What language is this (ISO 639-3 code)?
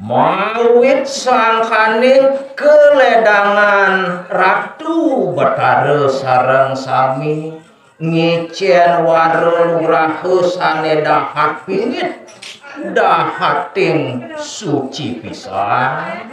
ban